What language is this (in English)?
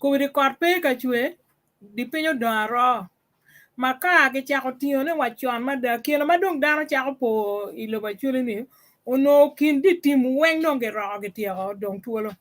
Acoli